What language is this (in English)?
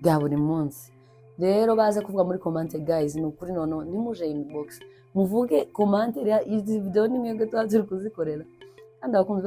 Kinyarwanda